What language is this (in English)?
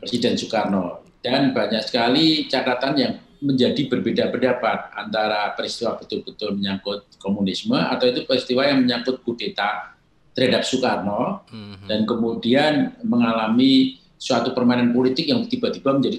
Indonesian